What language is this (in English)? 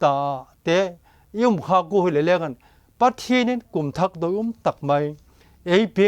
Vaiphei